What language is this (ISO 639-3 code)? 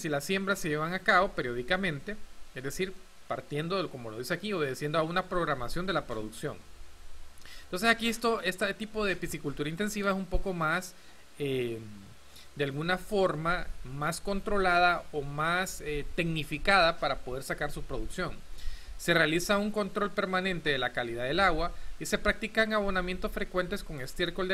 spa